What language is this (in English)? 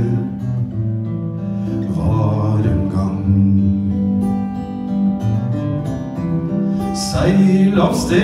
Norwegian